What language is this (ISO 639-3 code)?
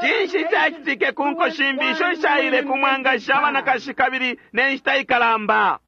bem